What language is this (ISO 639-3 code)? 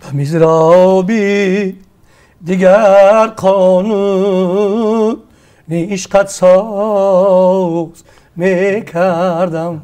tgk